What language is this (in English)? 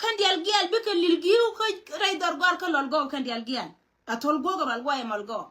Nuer